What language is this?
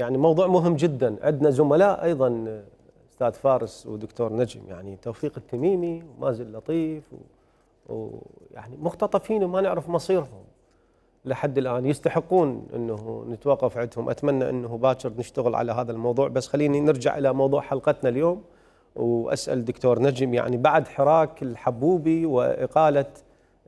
Mesopotamian Arabic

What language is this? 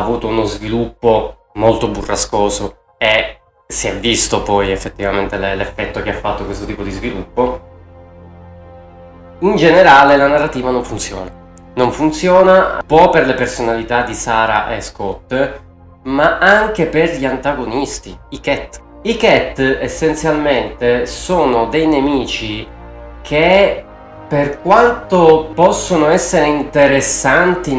Italian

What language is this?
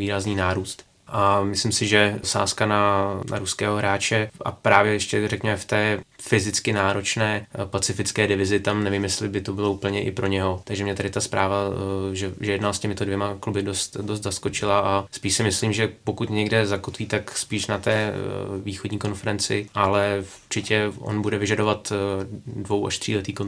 Czech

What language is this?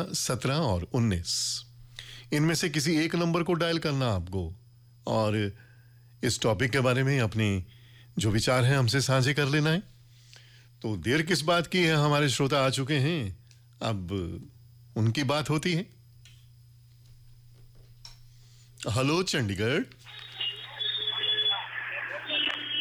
Hindi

